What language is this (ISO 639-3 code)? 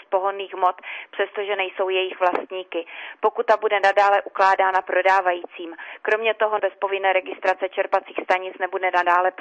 ces